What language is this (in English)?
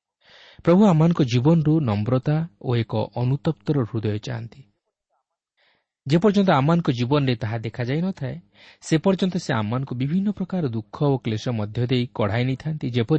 Odia